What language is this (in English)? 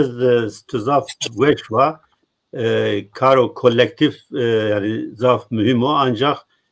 Zaza